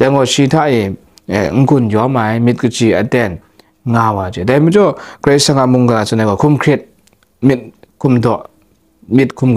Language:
Kachin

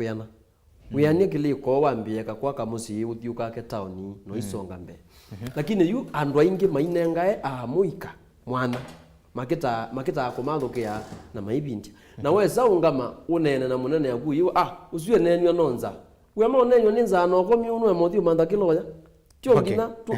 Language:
Kamba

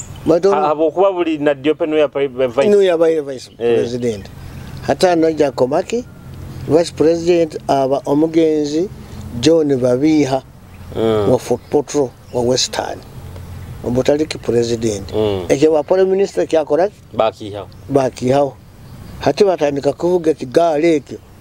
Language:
Nyoro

